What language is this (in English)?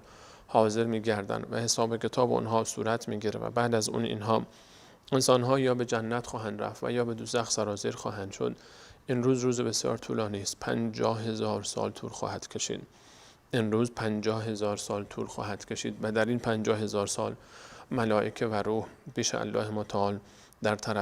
Persian